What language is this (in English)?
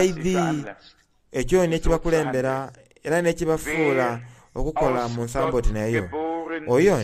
Soga